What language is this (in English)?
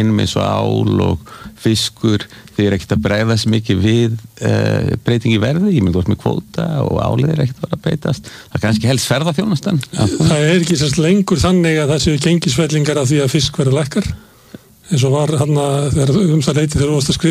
Icelandic